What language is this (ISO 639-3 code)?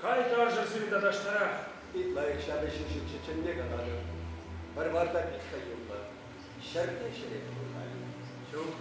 chv